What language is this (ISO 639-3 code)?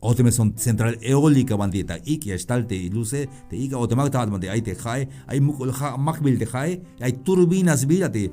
tzh